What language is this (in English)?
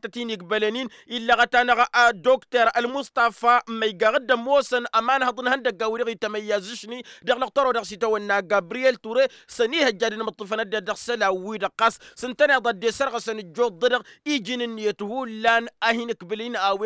Tamasheq